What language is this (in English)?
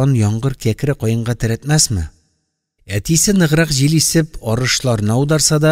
Tatar